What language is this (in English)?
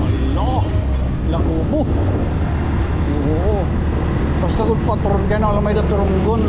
Waray